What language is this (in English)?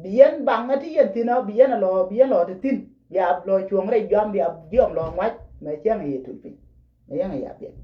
Nuer